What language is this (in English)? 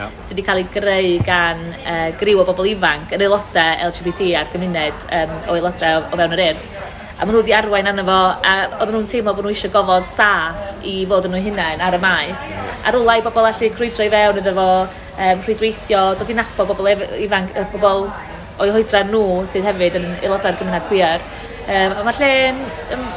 Welsh